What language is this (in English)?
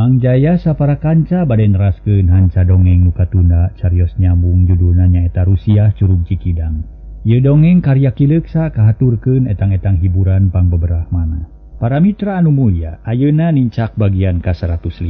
Sundanese